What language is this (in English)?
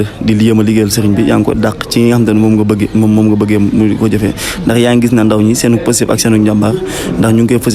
Wolof